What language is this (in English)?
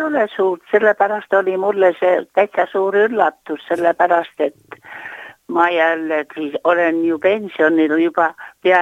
Estonian